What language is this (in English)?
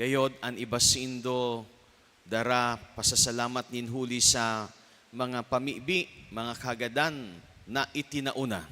Bikol